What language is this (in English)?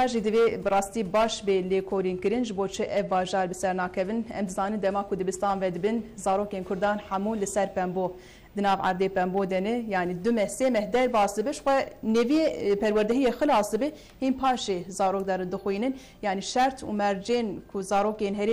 Kurdish